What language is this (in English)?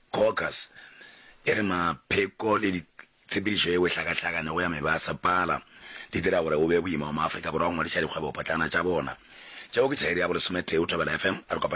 Northern Sotho